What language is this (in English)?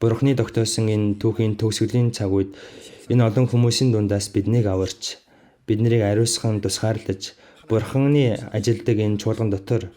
Mongolian